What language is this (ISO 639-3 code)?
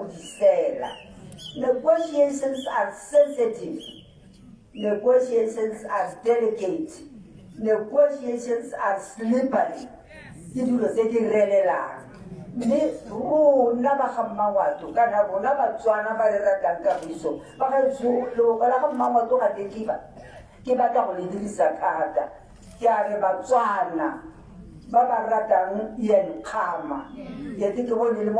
tsn